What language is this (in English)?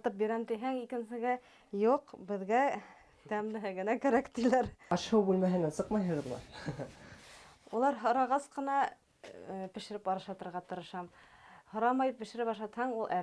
Bashkir